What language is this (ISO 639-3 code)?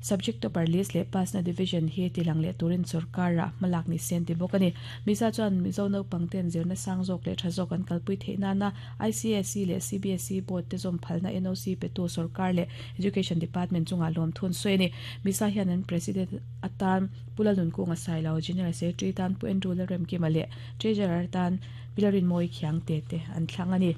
lus